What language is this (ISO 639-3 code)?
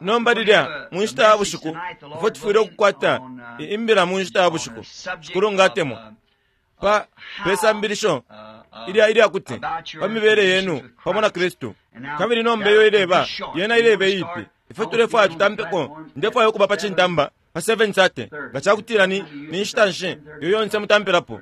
bem